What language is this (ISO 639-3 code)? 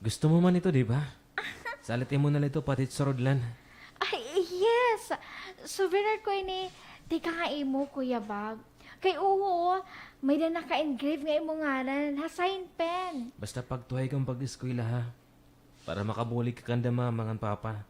war